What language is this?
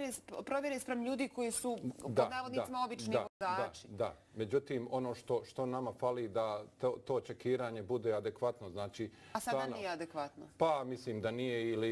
Bosnian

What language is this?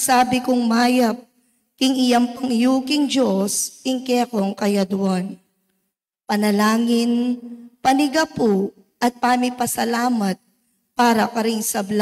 Pampanga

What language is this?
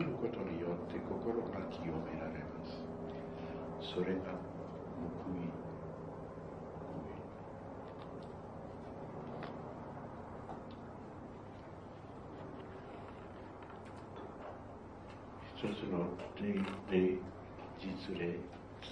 Japanese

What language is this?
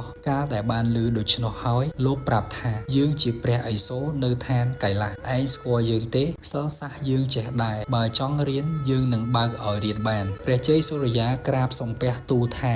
Khmer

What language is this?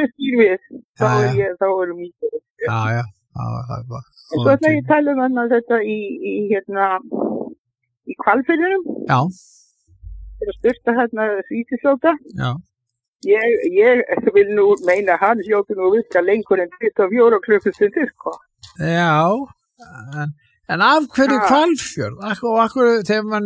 Icelandic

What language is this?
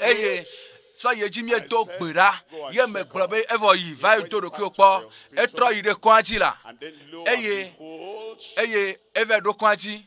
Ewe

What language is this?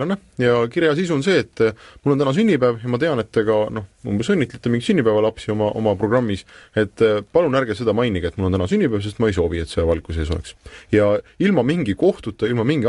Estonian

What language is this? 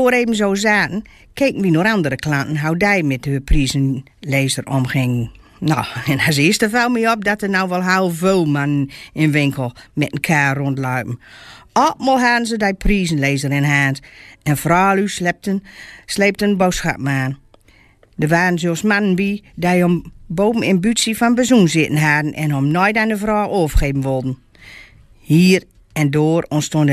Gronings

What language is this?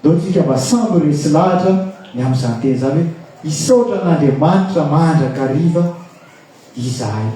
Malagasy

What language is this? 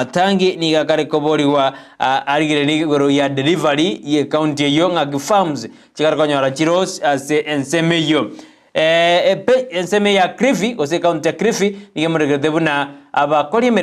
Gusii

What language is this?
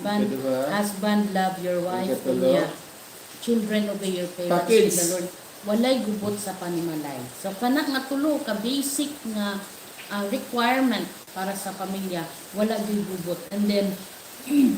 Cebuano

